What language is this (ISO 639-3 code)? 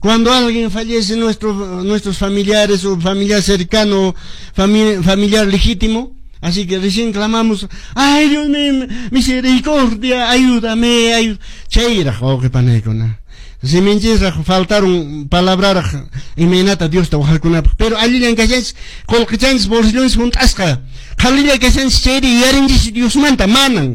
que